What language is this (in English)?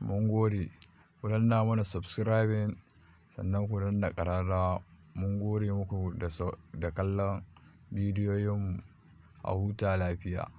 Hausa